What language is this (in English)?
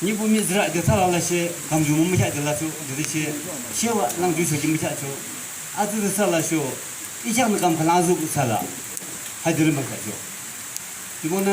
Yimchungru Naga